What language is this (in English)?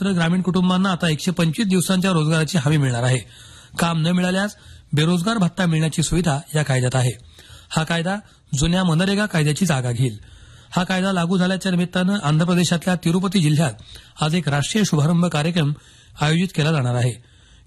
Marathi